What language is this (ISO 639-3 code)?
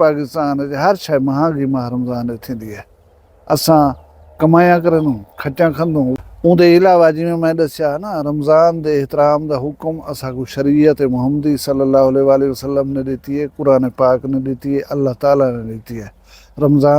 skr